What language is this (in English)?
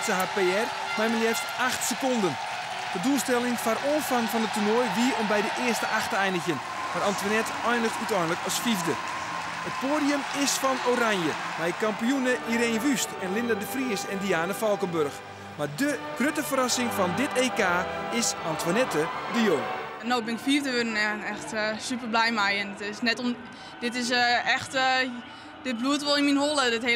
Western Frisian